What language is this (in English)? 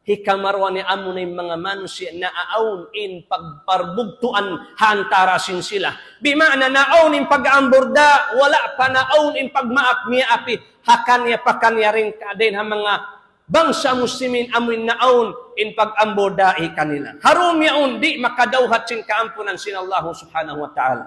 Tausug